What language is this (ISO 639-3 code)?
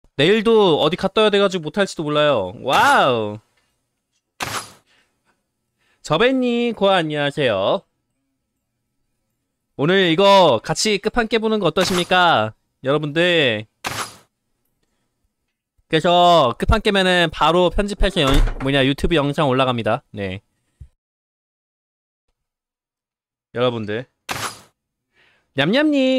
kor